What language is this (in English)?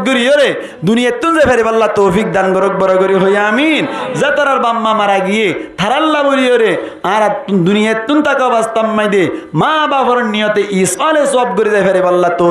Rohingya